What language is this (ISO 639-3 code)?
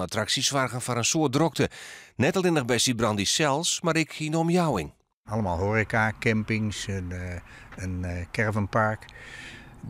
fry